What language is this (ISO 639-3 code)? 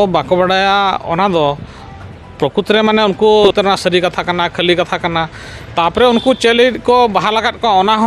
sat